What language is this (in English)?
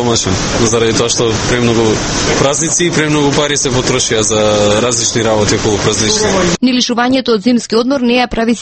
Macedonian